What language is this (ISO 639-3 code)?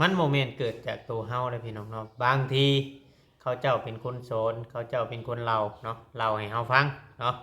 lao